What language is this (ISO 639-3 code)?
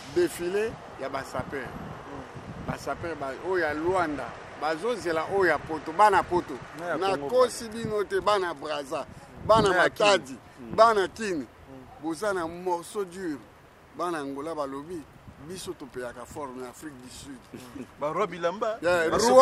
lin